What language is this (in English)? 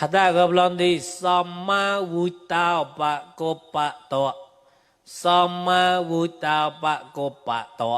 Mon